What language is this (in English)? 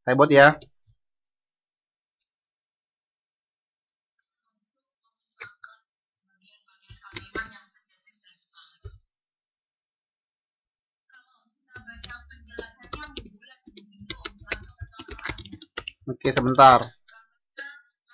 Indonesian